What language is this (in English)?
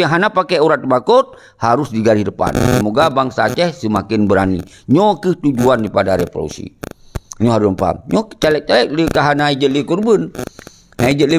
Achinese